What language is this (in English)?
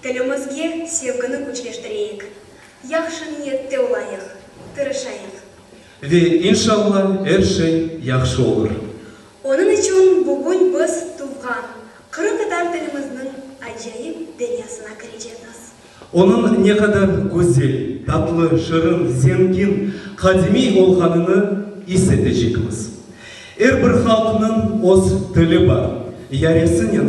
Crimean Tatar